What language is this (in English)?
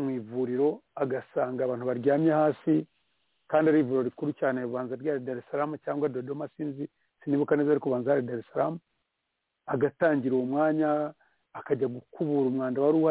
Kinyarwanda